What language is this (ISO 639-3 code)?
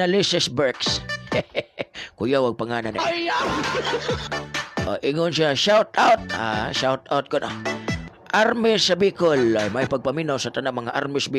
ceb